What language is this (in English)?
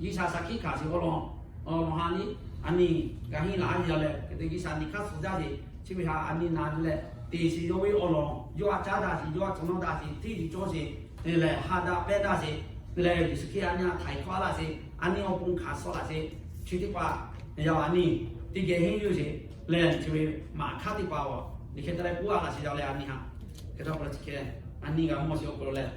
Lahu